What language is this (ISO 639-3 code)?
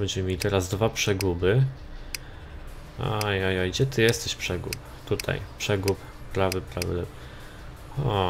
pol